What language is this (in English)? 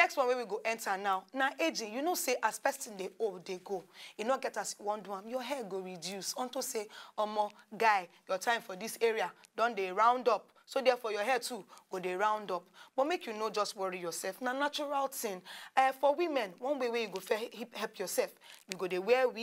Nigerian Pidgin